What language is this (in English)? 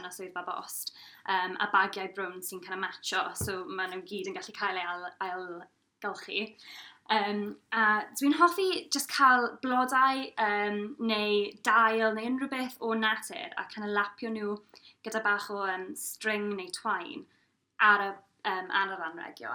Welsh